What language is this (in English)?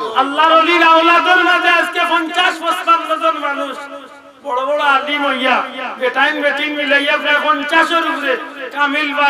Sylheti